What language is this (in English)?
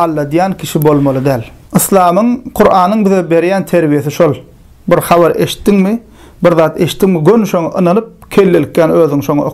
Turkmen